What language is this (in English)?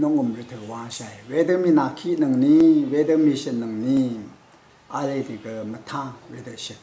Rawang